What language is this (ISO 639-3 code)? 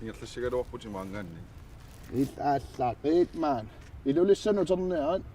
kal